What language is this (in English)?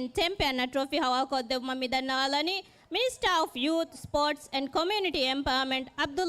Divehi